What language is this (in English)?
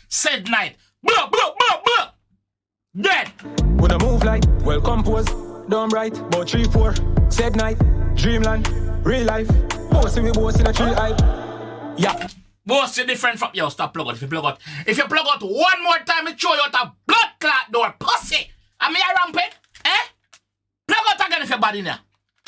Jamaican Creole English